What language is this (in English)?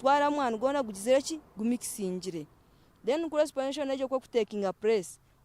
Nyankole